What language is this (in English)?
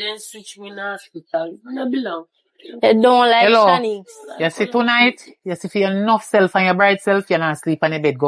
Jamaican Creole English